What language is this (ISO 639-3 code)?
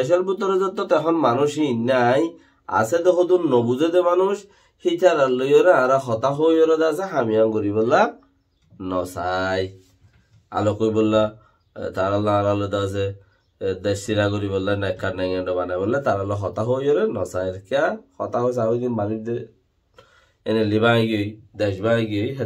rhg